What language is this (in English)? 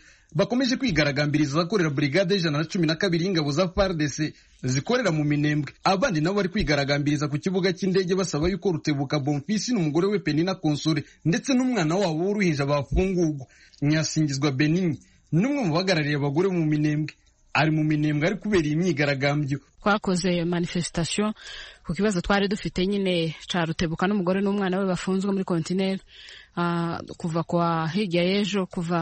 Kinyarwanda